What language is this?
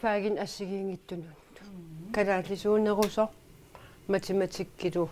Kalaallisut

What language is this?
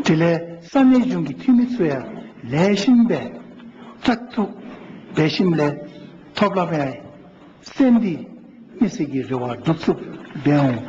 Dzongkha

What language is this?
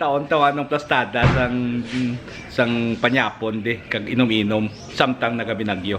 Hiligaynon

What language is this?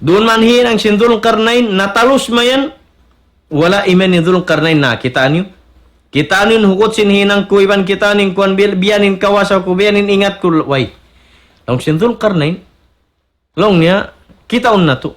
Tausug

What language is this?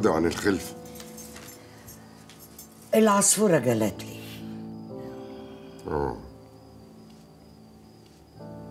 Egyptian Arabic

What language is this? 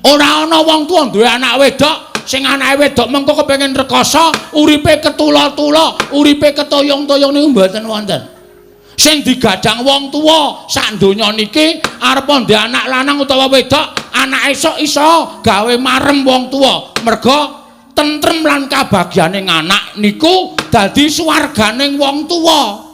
Javanese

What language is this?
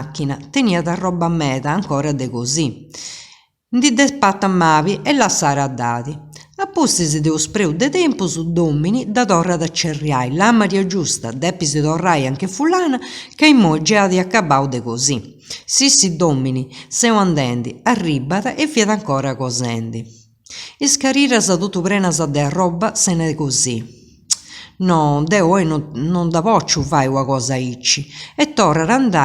Sardinian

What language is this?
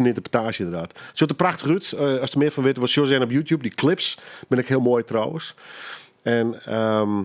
Western Frisian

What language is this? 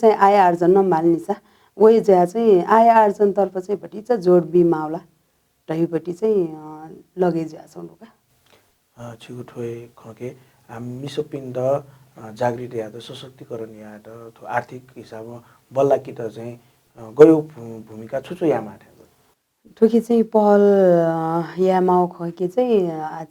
Newari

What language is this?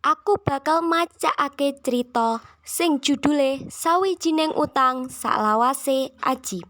Javanese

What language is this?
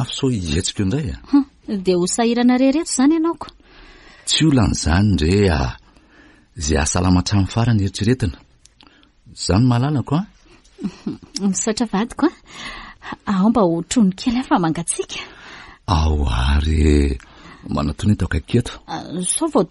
Malagasy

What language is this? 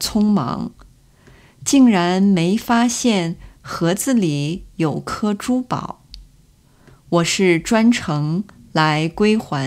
Chinese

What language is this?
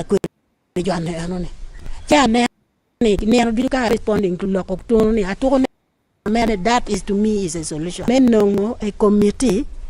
Acoli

